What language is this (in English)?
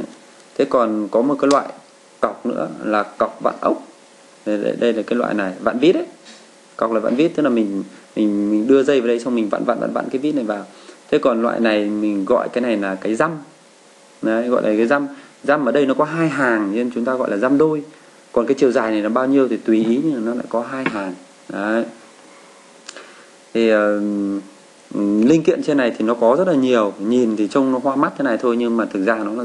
Vietnamese